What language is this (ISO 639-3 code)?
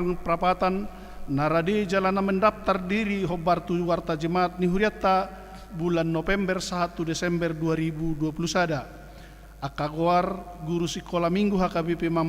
bbc